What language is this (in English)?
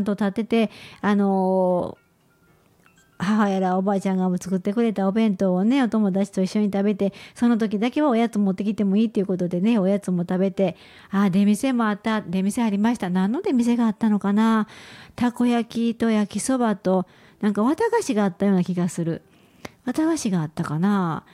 Japanese